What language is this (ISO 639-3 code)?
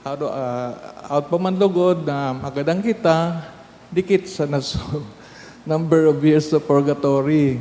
bik